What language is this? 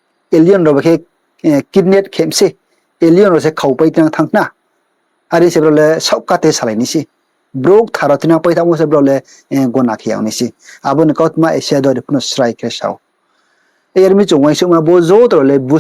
Riang (India)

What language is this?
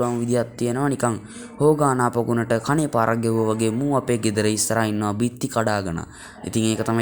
Sinhala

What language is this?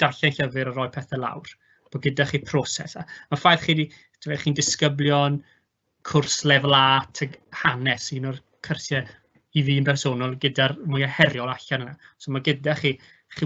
Welsh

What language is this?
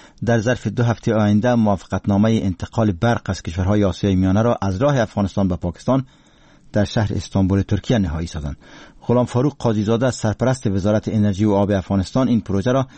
Persian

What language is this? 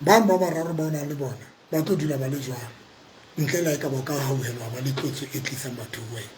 Southern Sotho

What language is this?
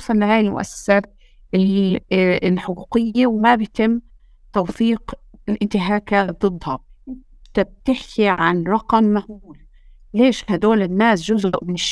North Levantine Arabic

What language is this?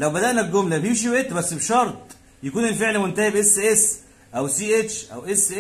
Egyptian Arabic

